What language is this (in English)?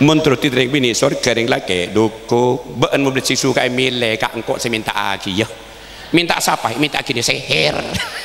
Madurese